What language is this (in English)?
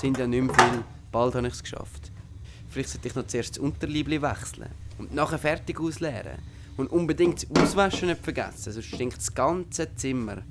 Swiss German